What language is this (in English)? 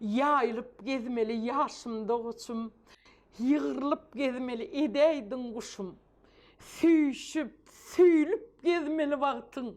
Turkmen